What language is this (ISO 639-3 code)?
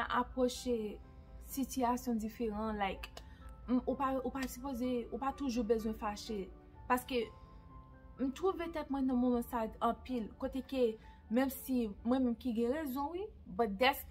hat